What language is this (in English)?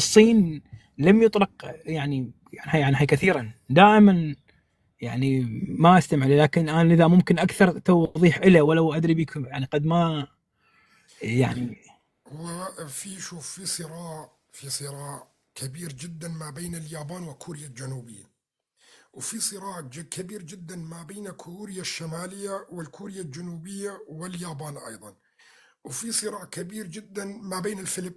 North Levantine Arabic